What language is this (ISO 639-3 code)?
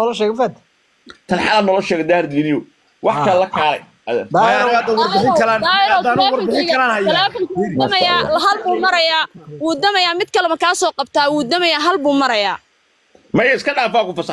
som